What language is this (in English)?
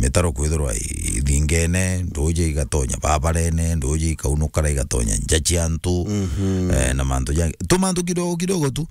Meru